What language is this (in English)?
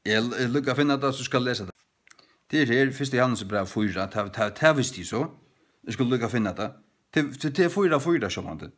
Faroese